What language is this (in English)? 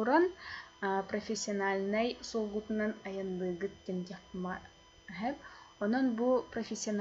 Yakut